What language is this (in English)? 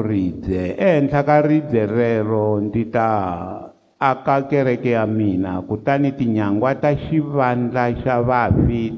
Tsonga